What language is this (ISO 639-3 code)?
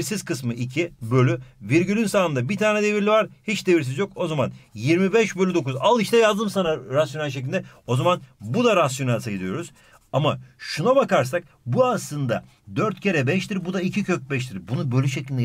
tur